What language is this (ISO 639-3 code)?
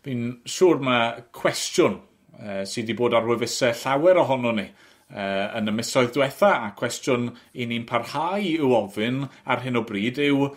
cym